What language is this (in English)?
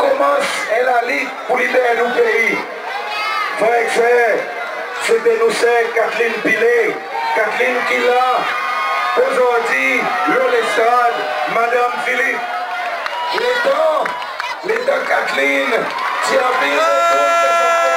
Seselwa Creole French